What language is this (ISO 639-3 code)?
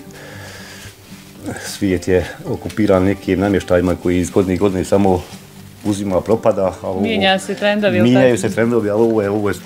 bos